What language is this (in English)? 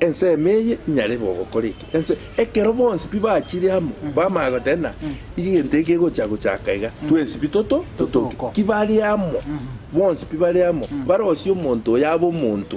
Gusii